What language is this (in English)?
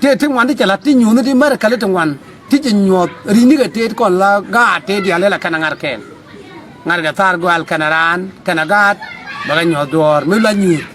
Nuer